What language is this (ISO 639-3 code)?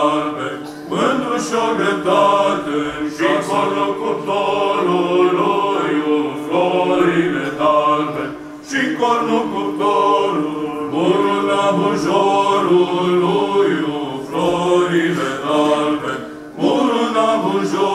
ron